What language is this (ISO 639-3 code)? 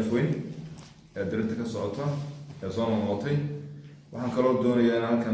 som